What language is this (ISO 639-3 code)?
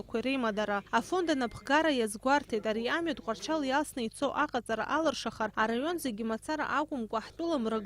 abk